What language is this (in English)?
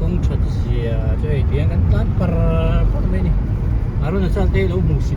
Hmar